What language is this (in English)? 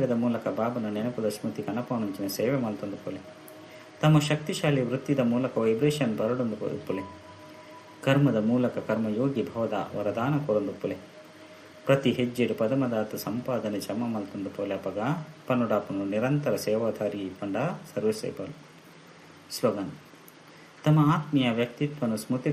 Tulu